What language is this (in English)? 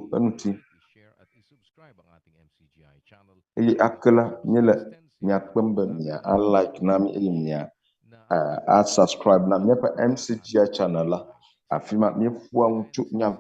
Ewe